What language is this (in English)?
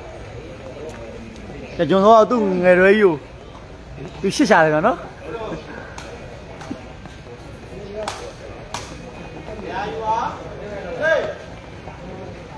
Burmese